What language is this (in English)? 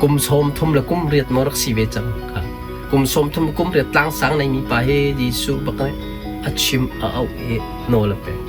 Hakha Chin